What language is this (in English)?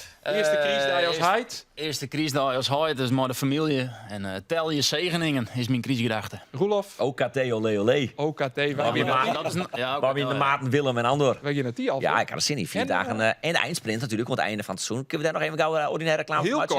Western Frisian